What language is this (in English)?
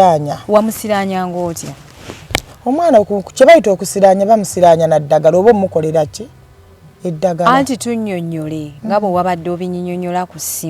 Ganda